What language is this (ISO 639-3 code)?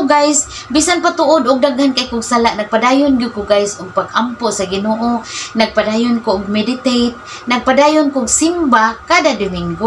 ceb